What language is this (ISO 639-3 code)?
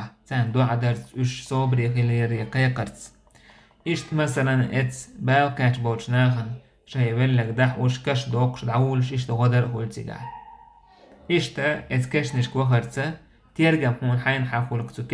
che